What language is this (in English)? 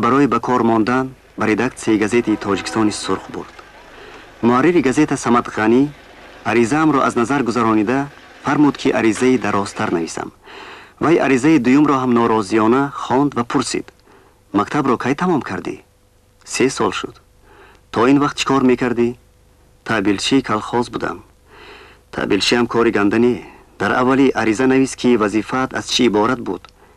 Tajik